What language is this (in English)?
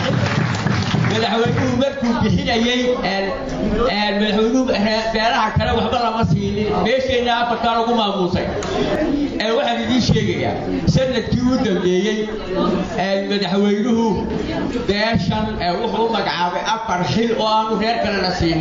Somali